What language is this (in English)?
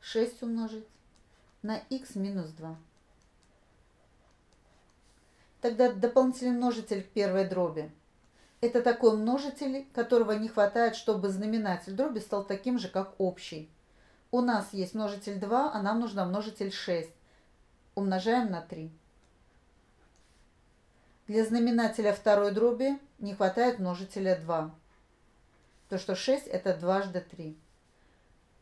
Russian